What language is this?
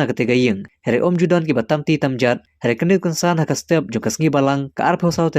Khasi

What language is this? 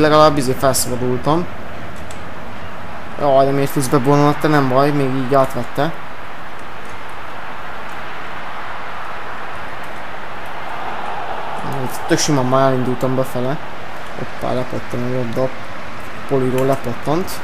Hungarian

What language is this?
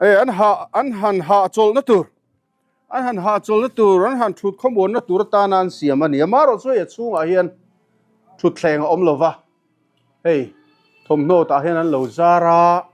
Mizo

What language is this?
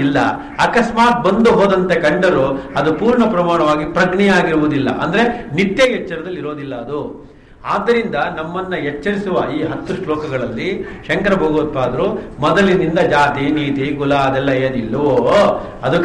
Kannada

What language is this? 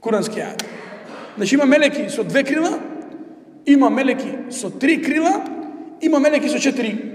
Macedonian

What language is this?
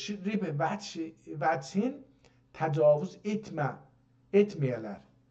South Azerbaijani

